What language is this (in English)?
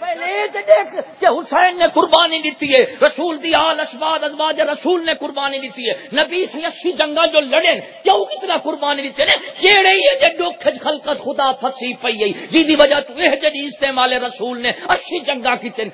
Saraiki